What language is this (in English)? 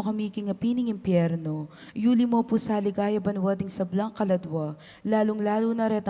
Pampanga